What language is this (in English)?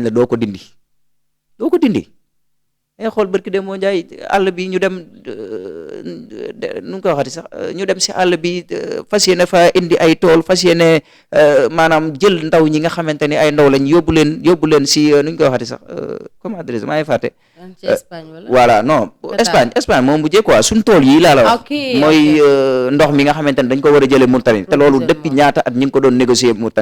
Wolof